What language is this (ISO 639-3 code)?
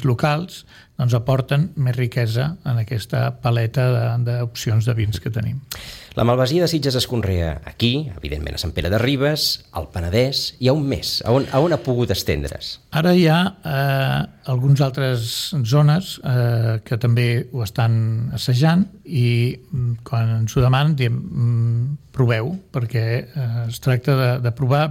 cat